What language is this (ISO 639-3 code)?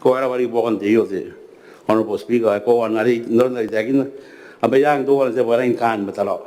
gil